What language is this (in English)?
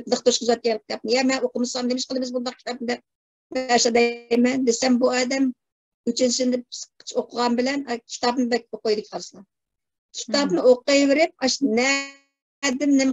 Uyghur